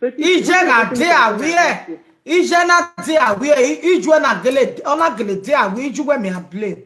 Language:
Nigerian Pidgin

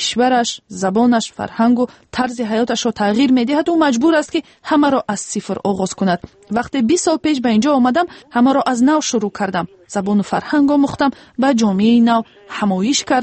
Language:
Tajik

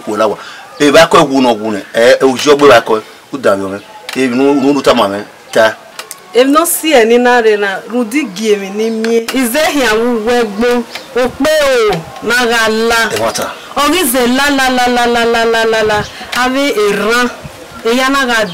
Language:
Bini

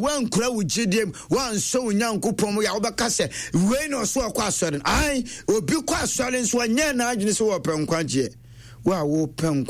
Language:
Akan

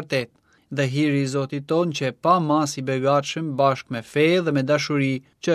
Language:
Albanian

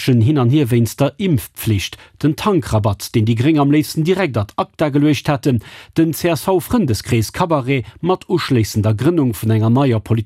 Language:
Luxembourgish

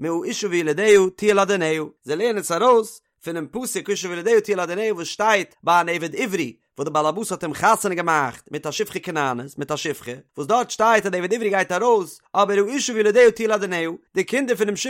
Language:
Yiddish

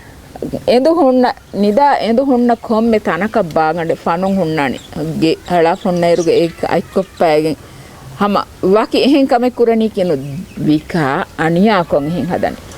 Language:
Divehi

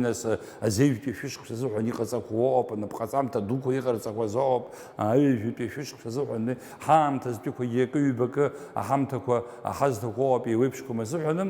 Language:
Abkhazian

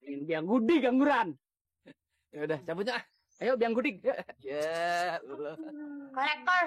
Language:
Betawi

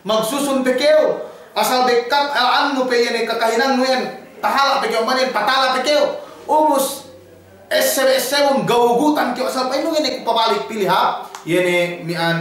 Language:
Yakan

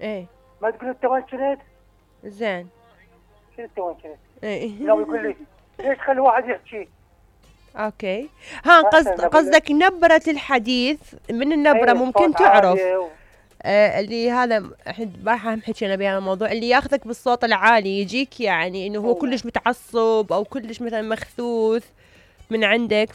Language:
Mesopotamian Arabic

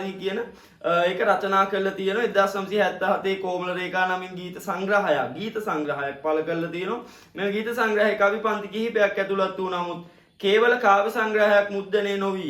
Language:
Sinhala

